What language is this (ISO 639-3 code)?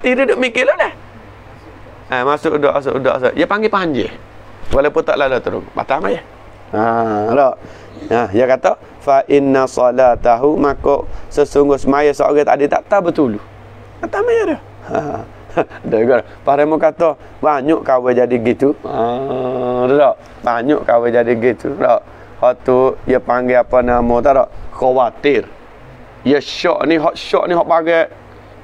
msa